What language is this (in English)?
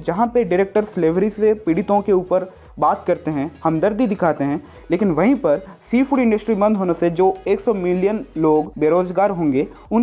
Hindi